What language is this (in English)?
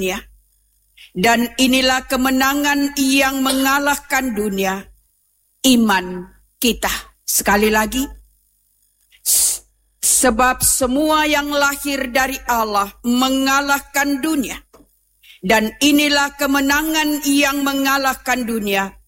Indonesian